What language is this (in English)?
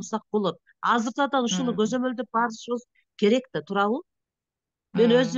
Kyrgyz